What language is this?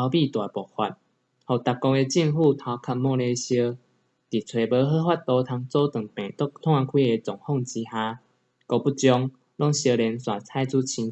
Min Nan Chinese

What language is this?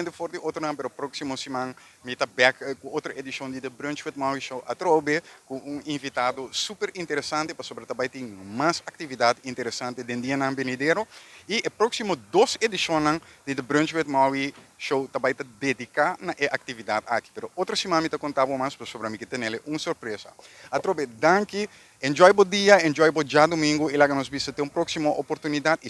Papiamento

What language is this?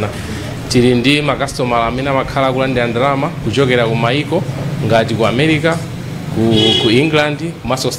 Nyanja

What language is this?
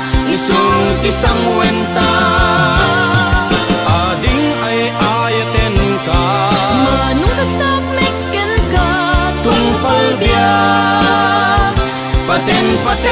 Iloko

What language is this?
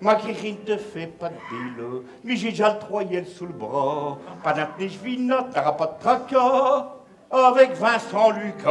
Picard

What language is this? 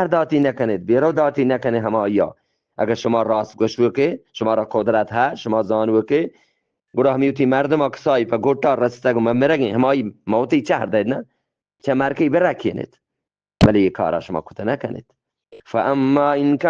Eastern Balochi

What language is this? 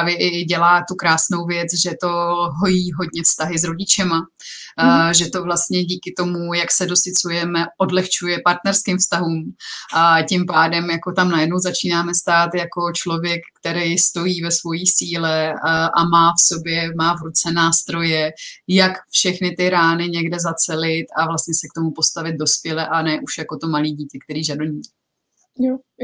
Czech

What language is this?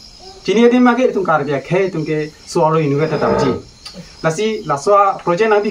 Karbi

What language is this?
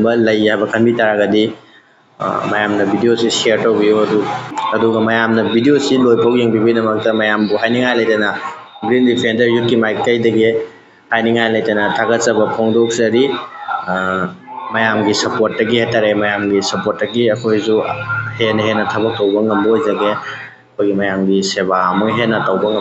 Manipuri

